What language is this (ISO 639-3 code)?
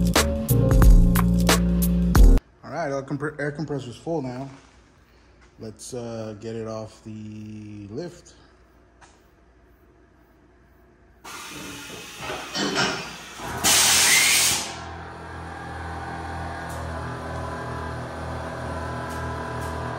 eng